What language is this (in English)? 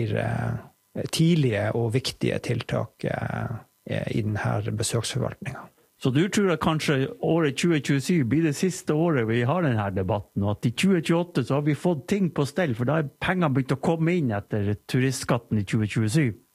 Norwegian